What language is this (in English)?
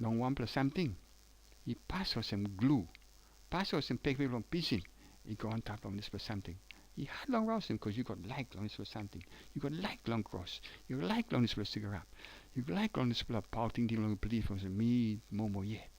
Tok Pisin